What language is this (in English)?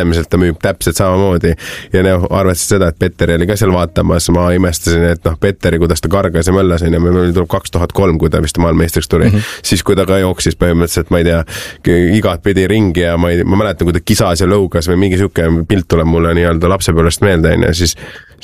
Estonian